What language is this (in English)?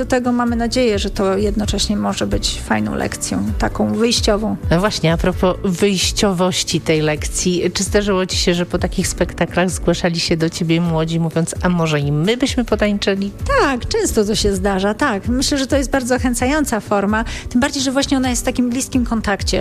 Polish